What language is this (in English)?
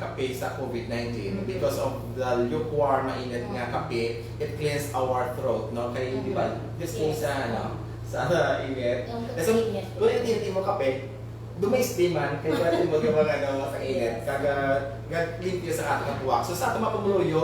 Hiligaynon